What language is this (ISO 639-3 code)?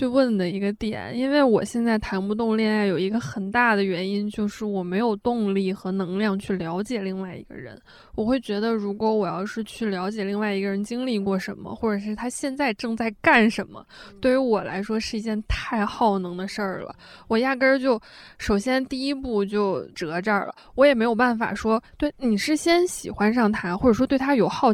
zho